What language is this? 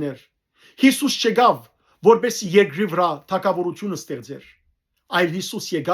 Western Armenian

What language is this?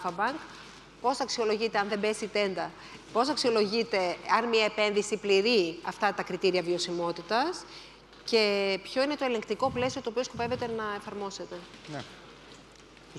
Greek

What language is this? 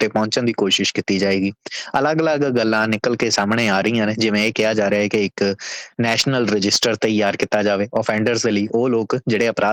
Punjabi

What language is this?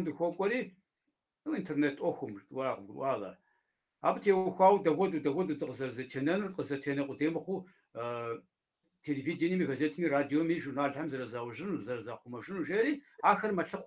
Kabardian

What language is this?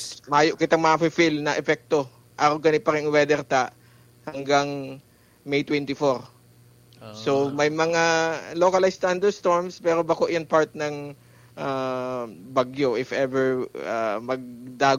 Bikol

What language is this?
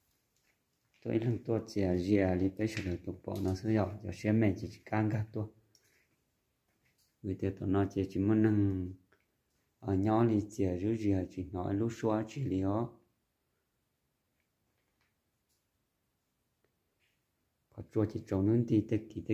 Vietnamese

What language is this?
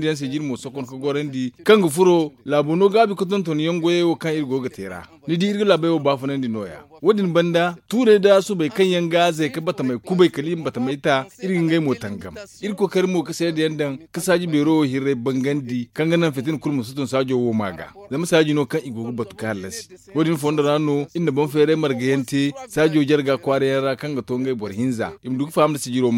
Zarma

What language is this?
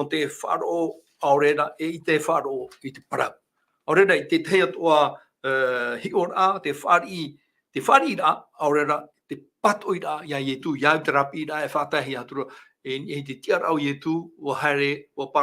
Tahitian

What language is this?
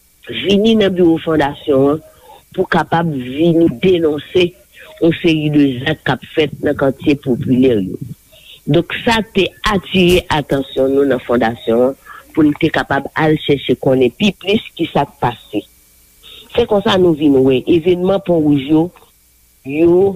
Haitian Creole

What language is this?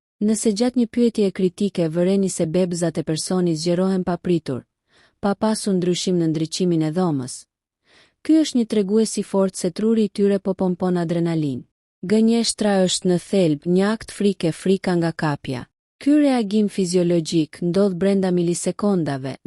Albanian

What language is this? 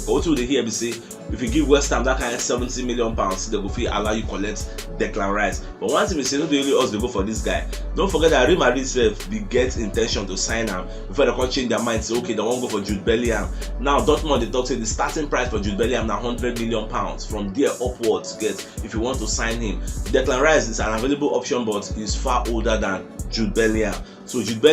Nigerian Pidgin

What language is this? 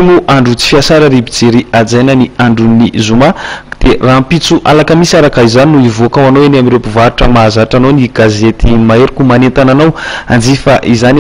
Malagasy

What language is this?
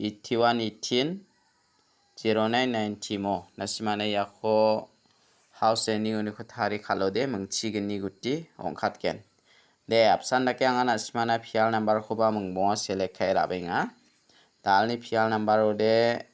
Garo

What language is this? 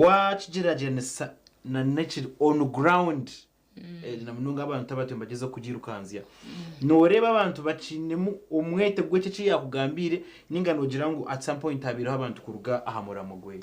Nyankole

